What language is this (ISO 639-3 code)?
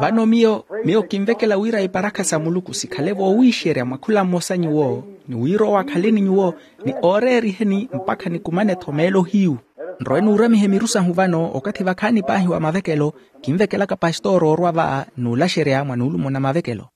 vmw